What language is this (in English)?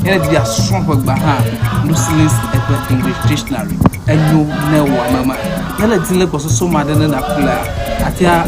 Ewe